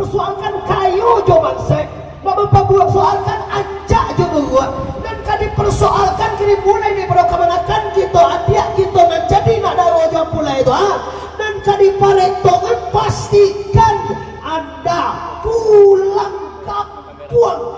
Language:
Minangkabau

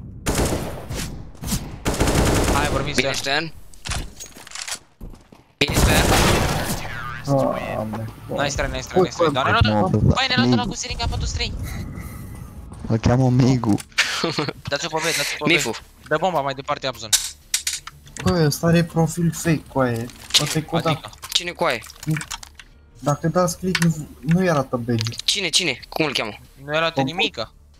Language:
Romanian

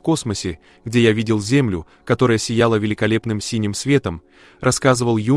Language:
Russian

